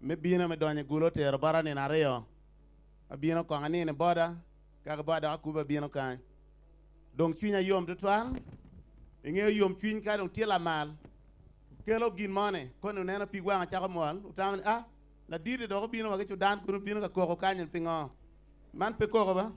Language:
Acoli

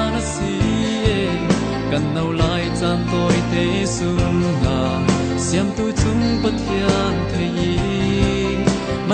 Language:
Falam Chin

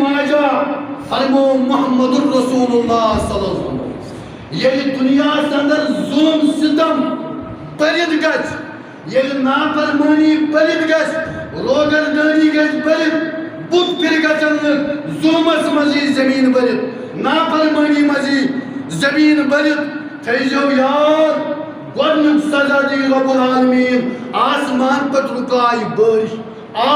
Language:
Kashmiri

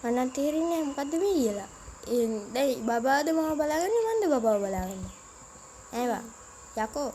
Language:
Sinhala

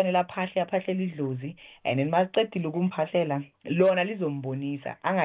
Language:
South Ndebele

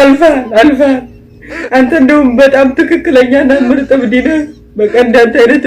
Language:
Amharic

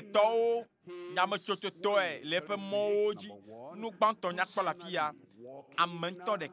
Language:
Ewe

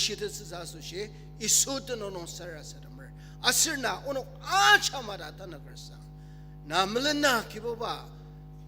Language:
Ao Naga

